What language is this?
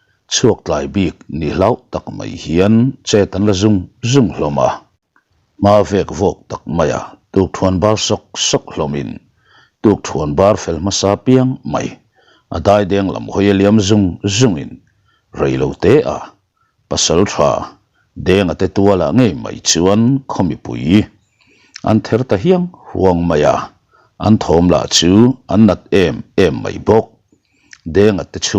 Mizo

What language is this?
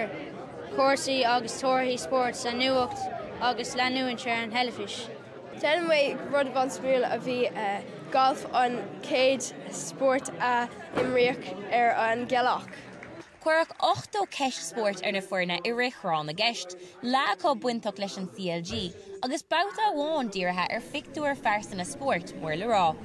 Irish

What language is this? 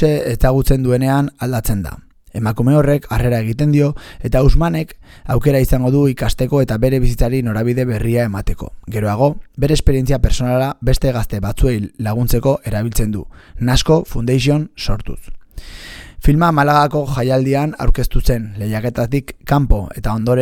Basque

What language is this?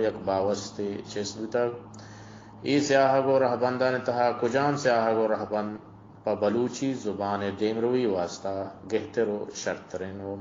Baluchi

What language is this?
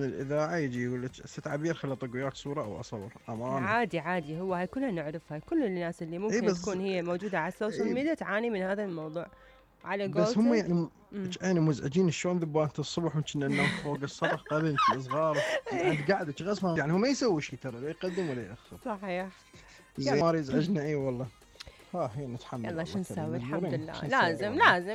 Mesopotamian Arabic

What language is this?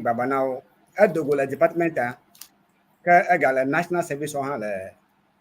Ewe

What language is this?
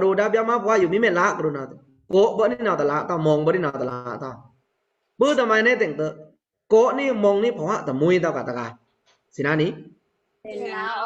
Pa'o Karen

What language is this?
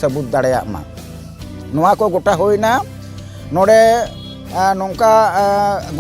Santali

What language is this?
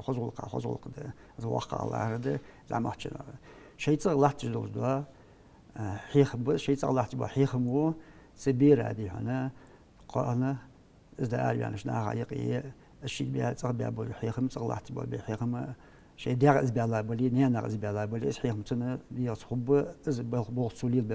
Ingush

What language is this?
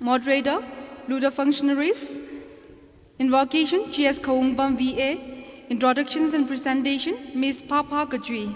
Tangkhul Naga (India)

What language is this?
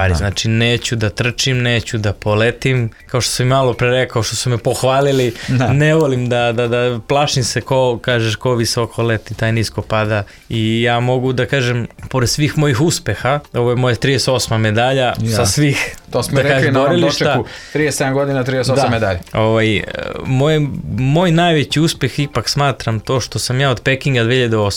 Serbian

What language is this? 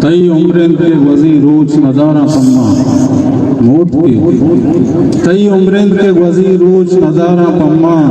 Eastern Balochi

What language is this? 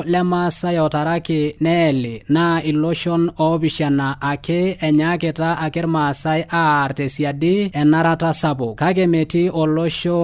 Masai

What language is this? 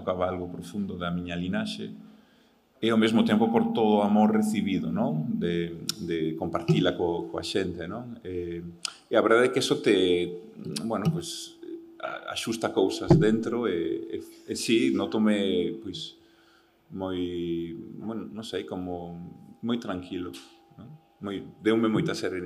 Galician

